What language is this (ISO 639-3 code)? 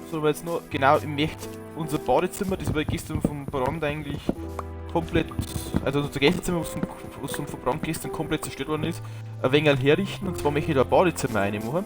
bar